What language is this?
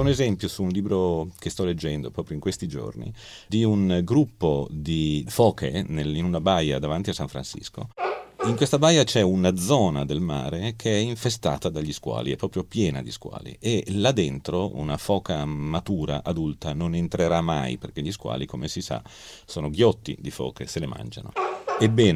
Italian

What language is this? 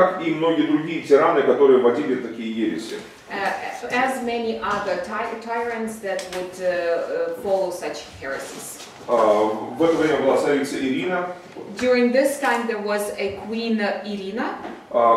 Russian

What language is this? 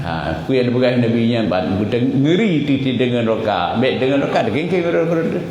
Achinese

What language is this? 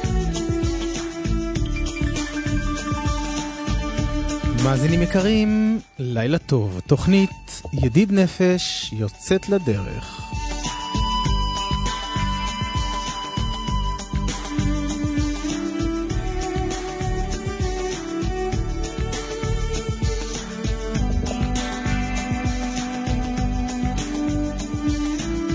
Hebrew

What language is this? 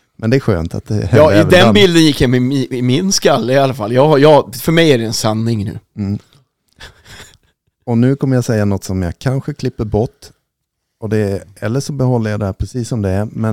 Swedish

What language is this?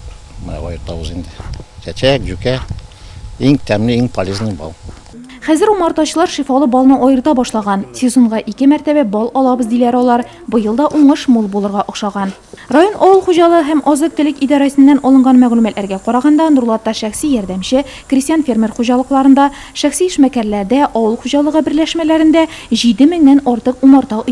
Tatar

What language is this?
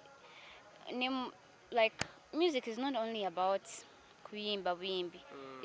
Ganda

